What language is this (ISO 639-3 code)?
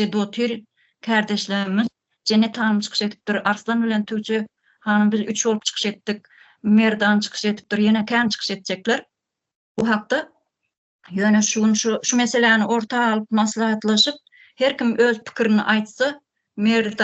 tuk